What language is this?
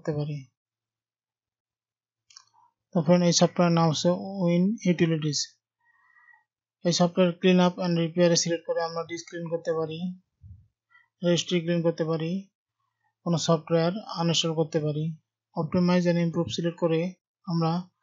Bangla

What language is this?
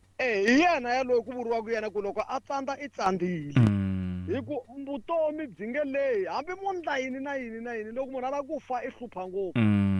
Tsonga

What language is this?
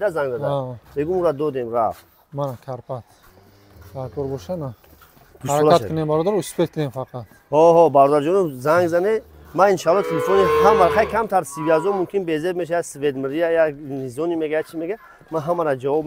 Tajik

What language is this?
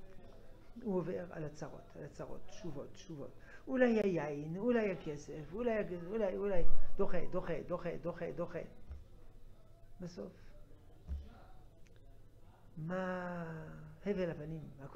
Hebrew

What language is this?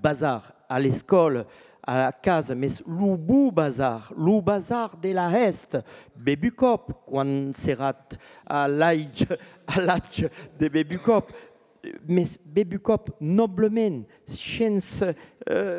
Occitan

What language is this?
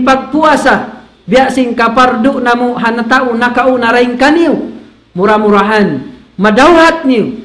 Tausug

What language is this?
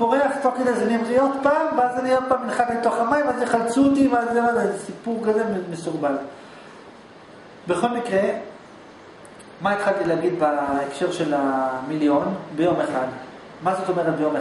Hebrew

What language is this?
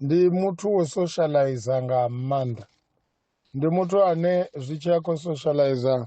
Venda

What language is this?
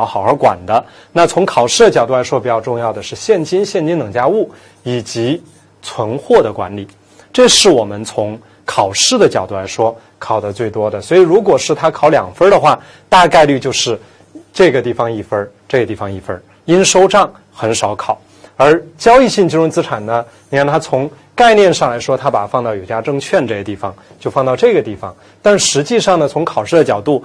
Chinese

